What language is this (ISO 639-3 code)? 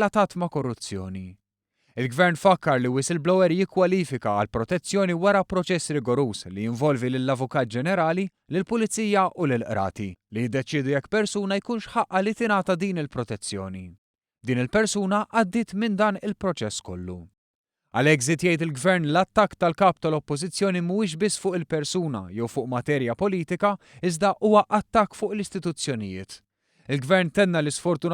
mlt